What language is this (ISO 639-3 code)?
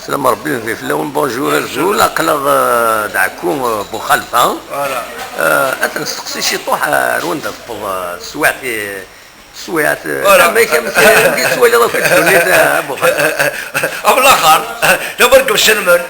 kab